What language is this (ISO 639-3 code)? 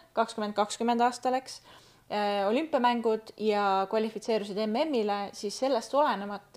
est